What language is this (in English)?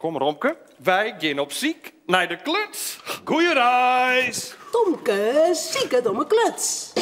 Western Frisian